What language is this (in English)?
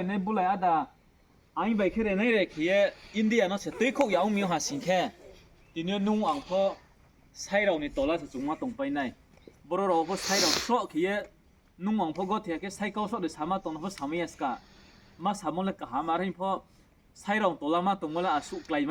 Riang (India)